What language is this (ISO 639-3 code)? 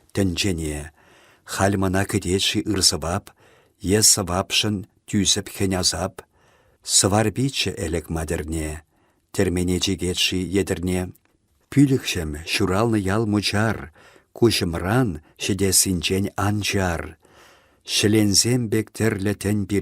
chv